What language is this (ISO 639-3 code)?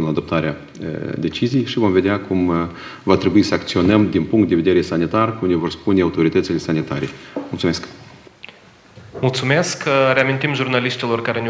ron